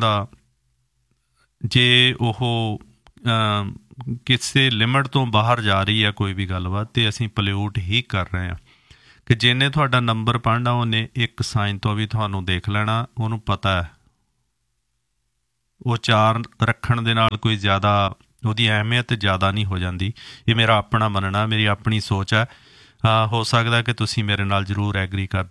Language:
Punjabi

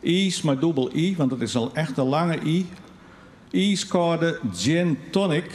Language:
Western Frisian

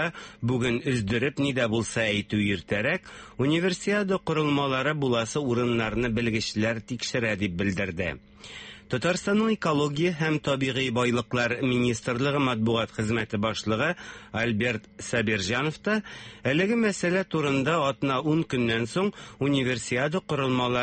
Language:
Tatar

